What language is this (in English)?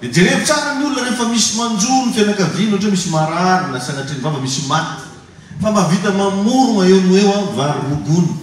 Malagasy